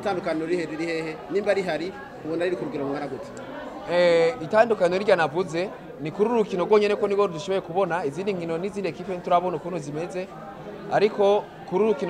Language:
Rundi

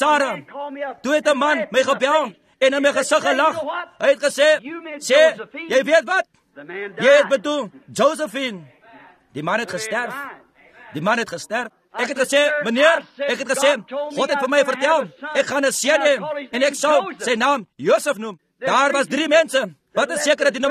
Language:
Afrikaans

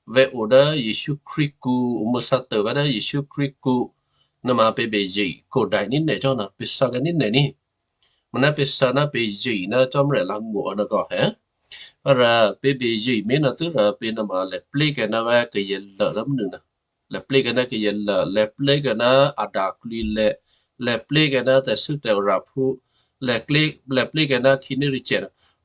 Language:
Western Kayah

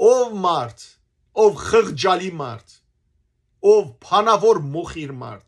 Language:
Western Armenian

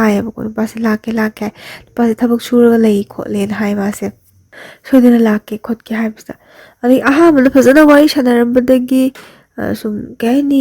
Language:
Manipuri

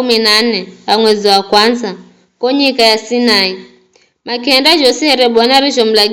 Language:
Giryama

